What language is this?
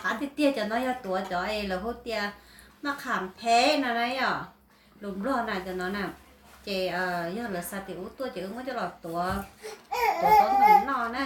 Hmong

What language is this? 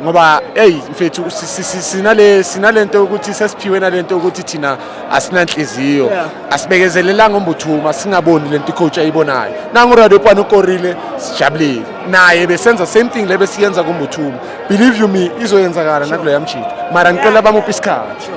Zulu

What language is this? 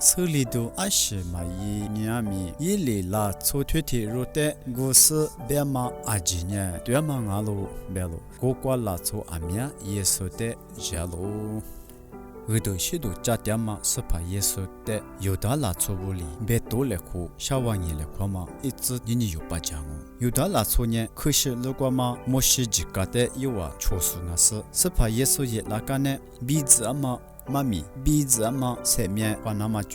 Lisu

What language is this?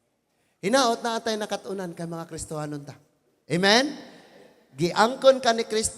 Cebuano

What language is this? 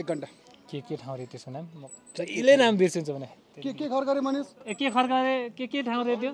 Nepali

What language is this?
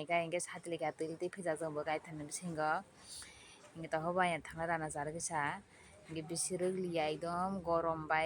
Kok Borok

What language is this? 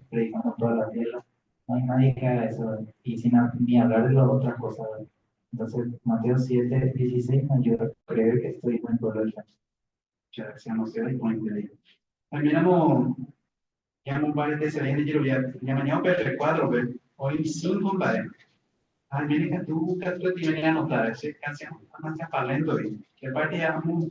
Guarani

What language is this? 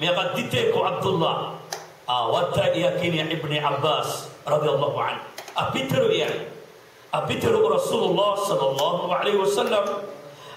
Maranao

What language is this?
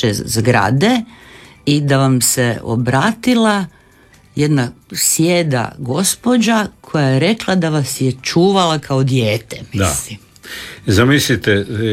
Croatian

